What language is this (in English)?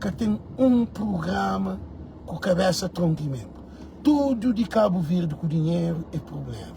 Kabuverdianu